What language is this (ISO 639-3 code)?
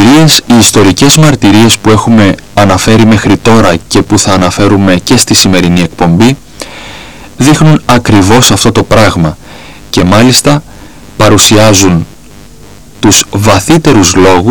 ell